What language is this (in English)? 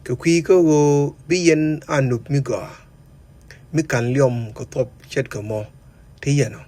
Nuer